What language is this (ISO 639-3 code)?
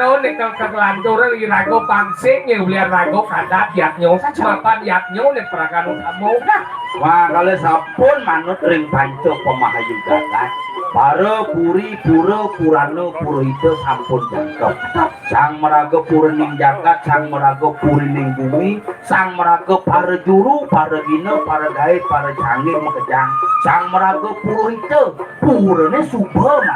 ban